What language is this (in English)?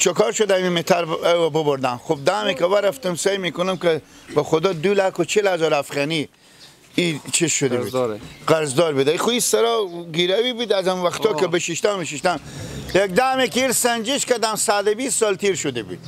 Persian